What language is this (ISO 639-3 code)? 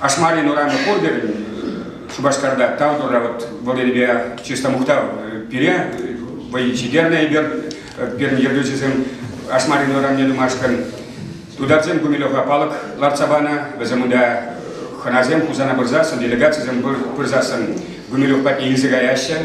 chv